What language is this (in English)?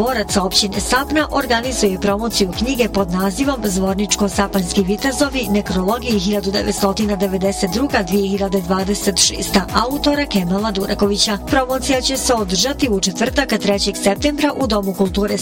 Bosnian